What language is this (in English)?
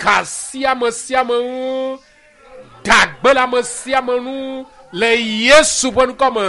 Ewe